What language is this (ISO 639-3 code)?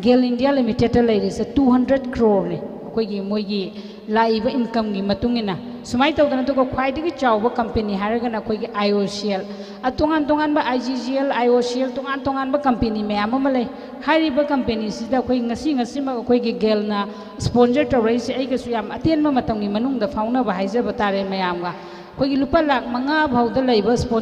mni